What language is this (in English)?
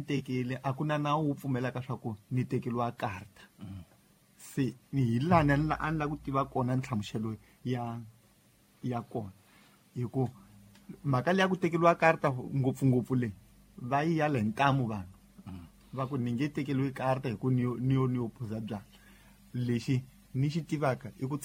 Tsonga